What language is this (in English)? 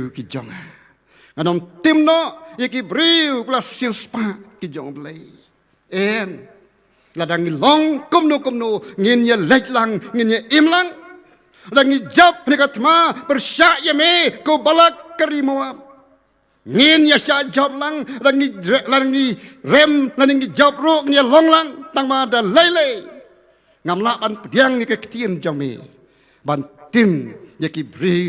Khasi